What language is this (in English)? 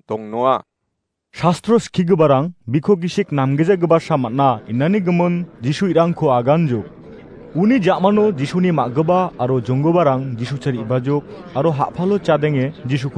Garo